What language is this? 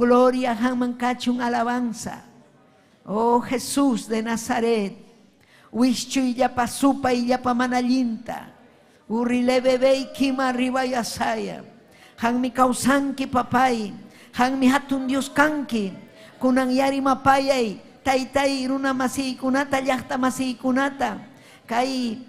Ayacucho Quechua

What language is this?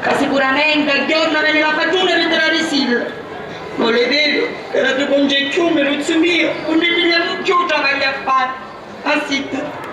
Sicilian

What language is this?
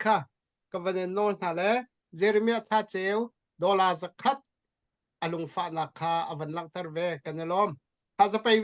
Hakha Chin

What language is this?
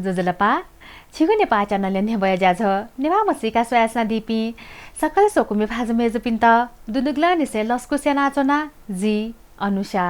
Newari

